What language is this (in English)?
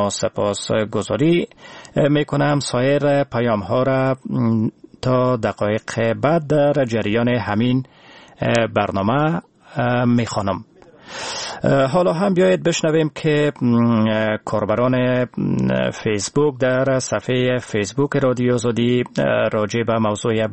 Persian